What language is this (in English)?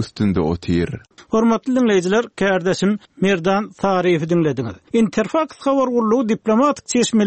Turkmen